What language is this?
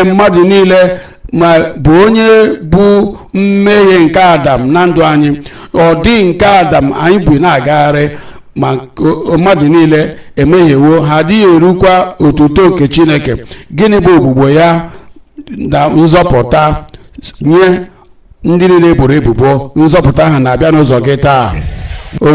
Igbo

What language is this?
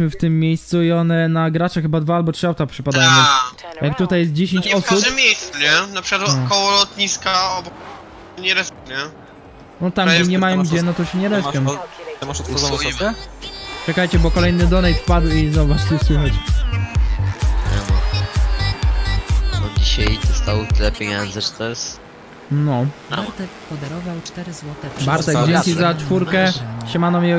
Polish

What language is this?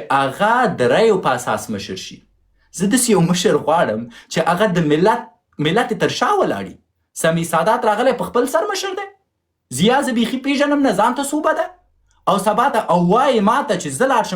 Pashto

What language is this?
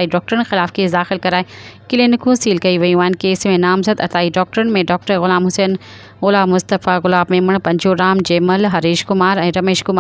Sindhi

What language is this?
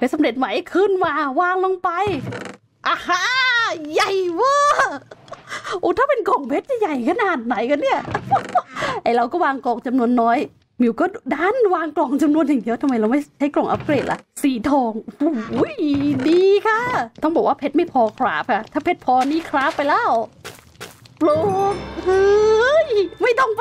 Thai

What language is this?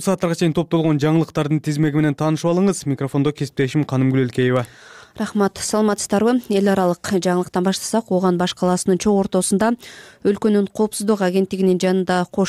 Kyrgyz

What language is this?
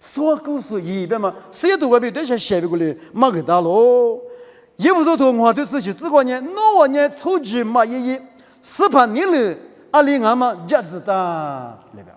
Lisu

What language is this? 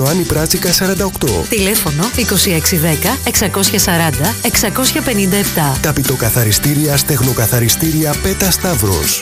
Greek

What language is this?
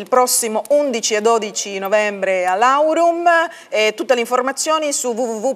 Italian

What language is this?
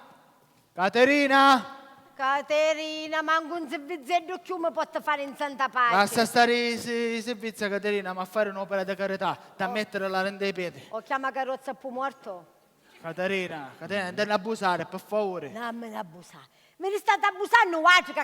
Sicilian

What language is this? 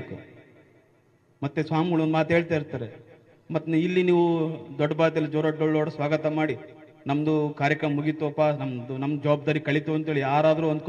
Kannada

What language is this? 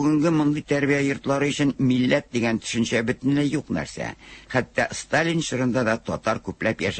Tatar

